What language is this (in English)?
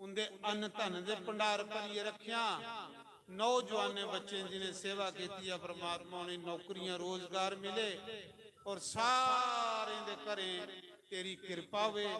Dogri